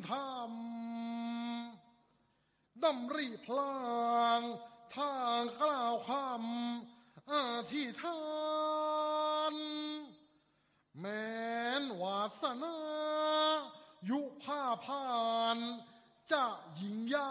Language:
Thai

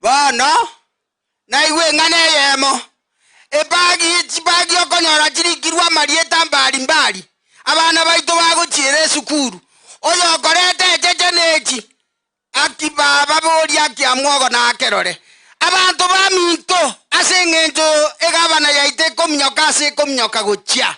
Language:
Gusii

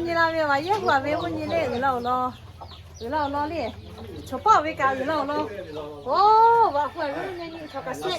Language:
Lahu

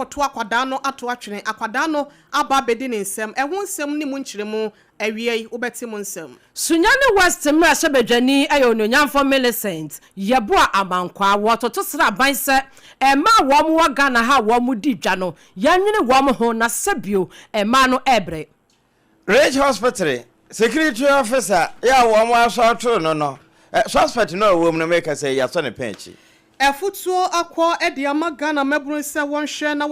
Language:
Akan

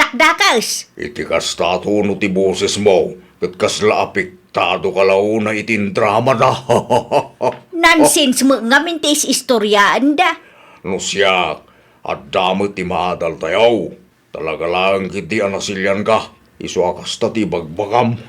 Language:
Iloko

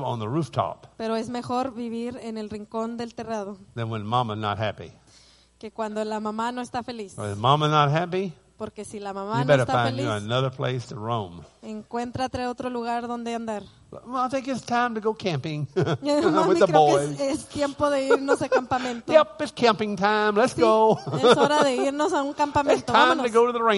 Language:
Spanish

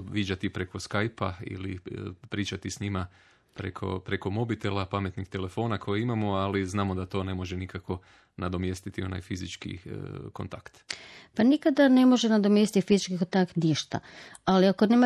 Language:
Croatian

